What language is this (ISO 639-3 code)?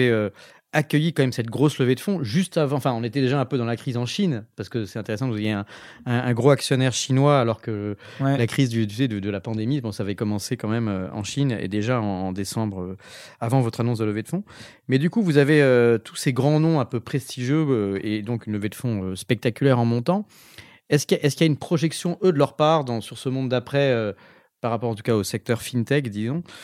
fra